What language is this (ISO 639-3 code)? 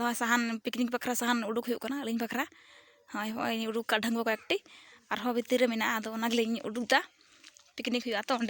sat